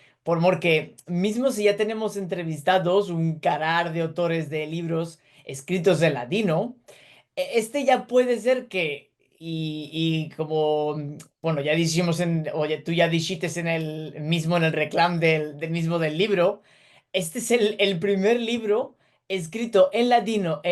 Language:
Ladino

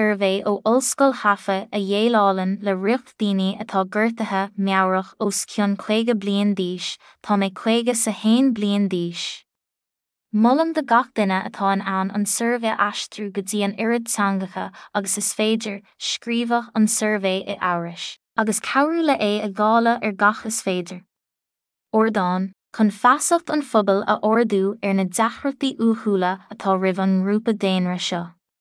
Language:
Irish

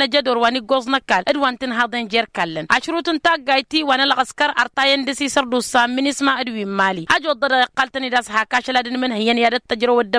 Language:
Tamasheq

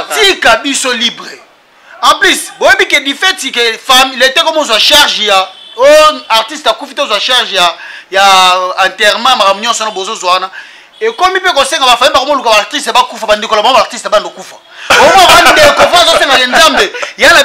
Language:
Lingala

